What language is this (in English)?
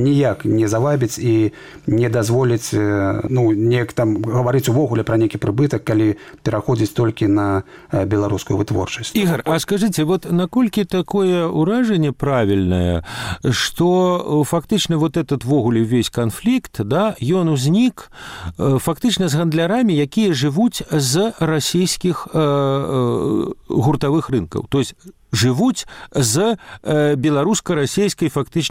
Belarusian